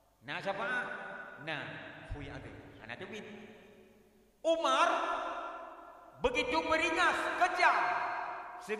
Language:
Achinese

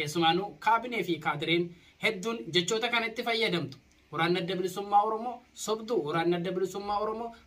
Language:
Oromo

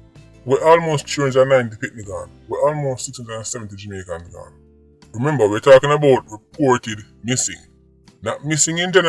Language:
Jamaican Creole English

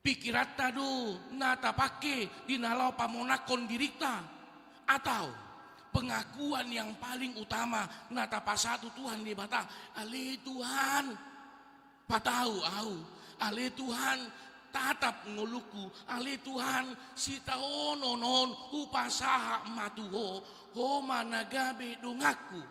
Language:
Batak Toba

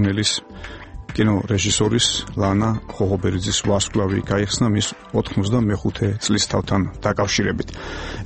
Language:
Georgian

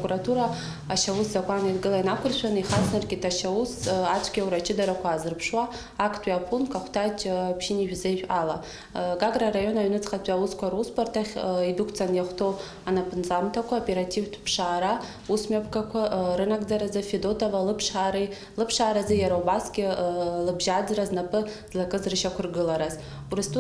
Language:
Abkhazian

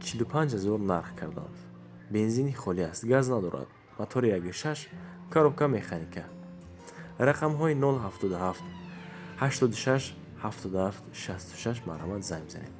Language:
Tajik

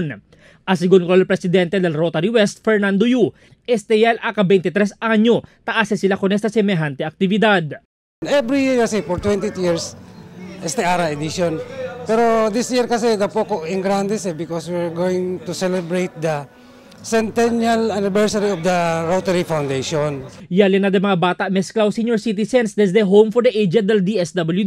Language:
Chavacano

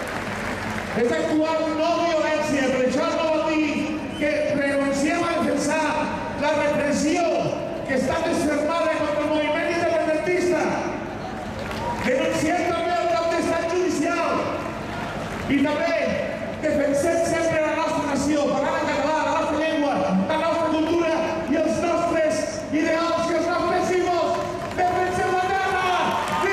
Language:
Catalan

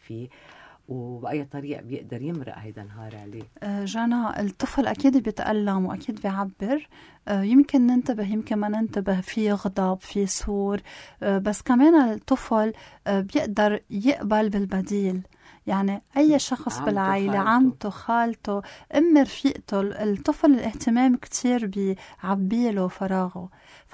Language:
North Levantine Arabic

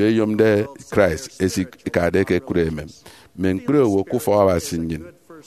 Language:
Efik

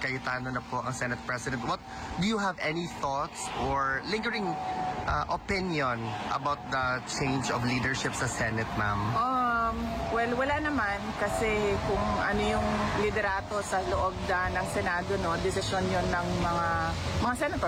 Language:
Filipino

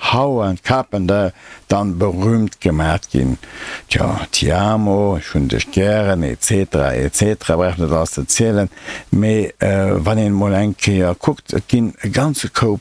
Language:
Luxembourgish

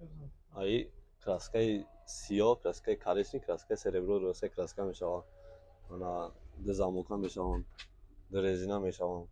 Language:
Tajik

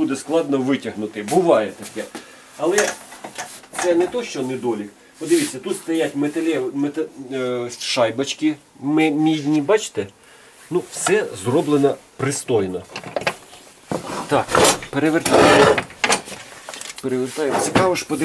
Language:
Ukrainian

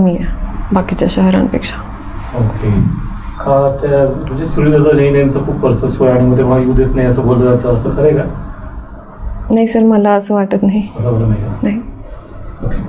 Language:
Marathi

